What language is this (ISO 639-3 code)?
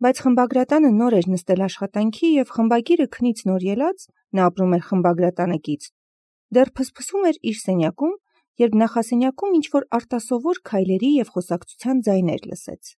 hye